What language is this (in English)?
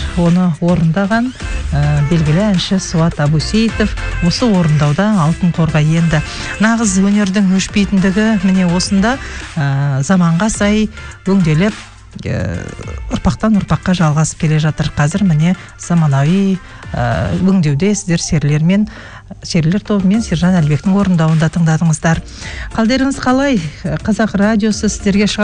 Kazakh